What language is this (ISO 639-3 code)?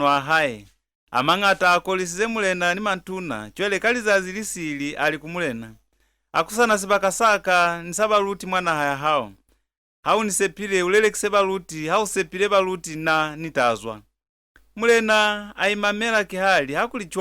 loz